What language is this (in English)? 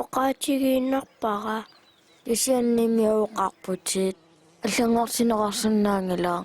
Kalaallisut